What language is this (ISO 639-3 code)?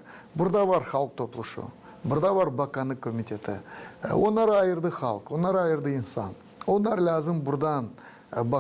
gag